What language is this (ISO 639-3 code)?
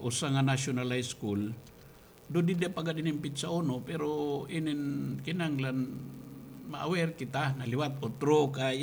war